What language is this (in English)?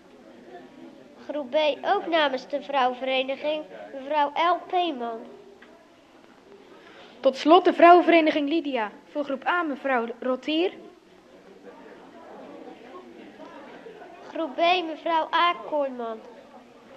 Dutch